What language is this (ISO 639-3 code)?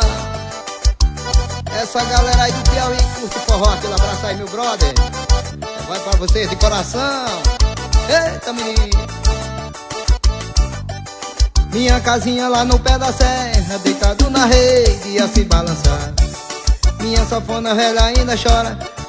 por